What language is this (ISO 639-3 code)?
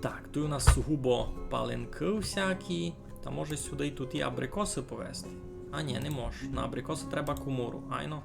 rue